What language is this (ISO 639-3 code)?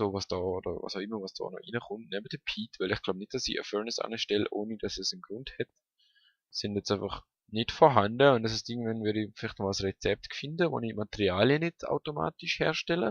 gsw